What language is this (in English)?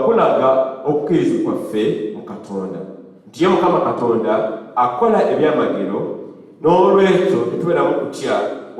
Ganda